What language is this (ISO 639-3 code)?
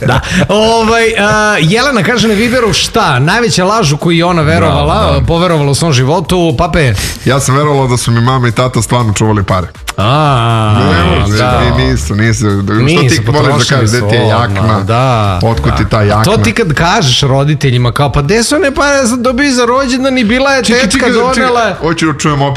srp